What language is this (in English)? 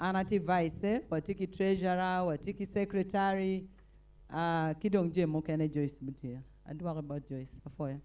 Acoli